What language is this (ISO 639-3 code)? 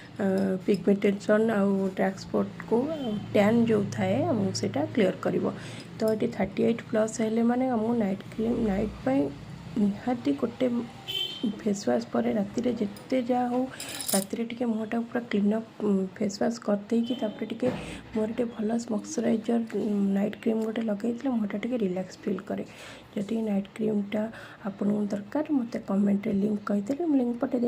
ori